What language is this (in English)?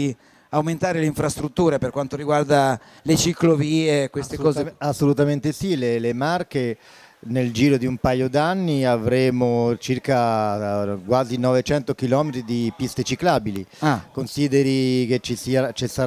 Italian